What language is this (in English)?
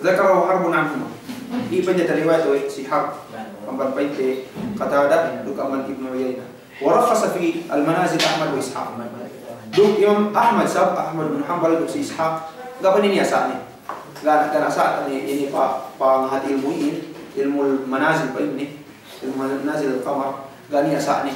Yakan